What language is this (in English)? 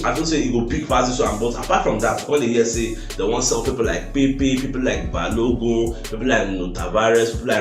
Nigerian Pidgin